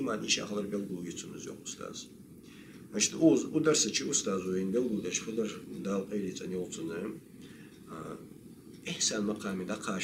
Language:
Ingush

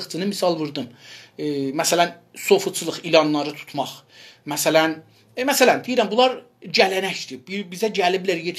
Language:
South Azerbaijani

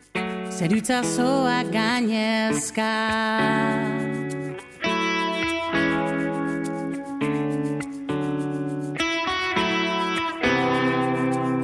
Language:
Basque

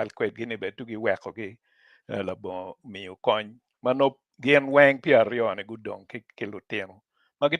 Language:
Acoli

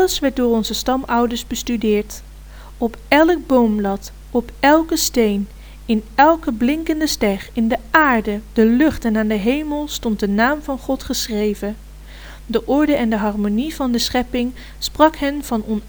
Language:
Dutch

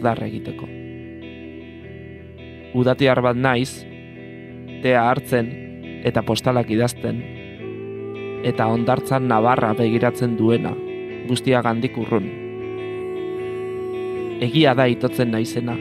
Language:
Basque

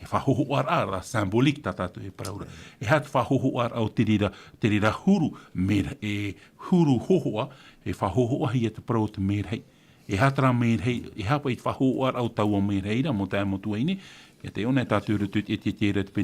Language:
Tahitian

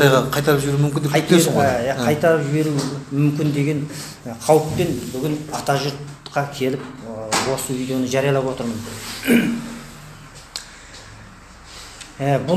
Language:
Kazakh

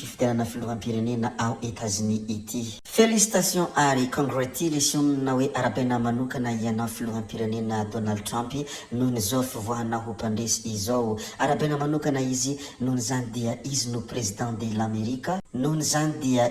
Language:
Malagasy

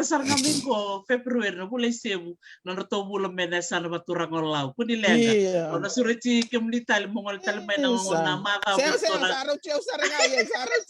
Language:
Fijian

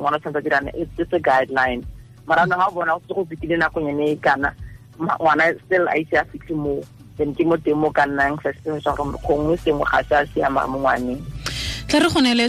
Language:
Tswana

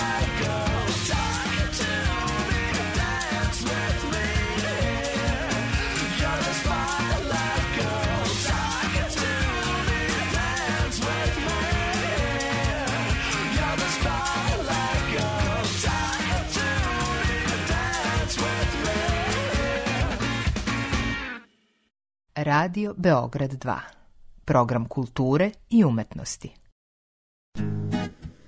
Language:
Serbian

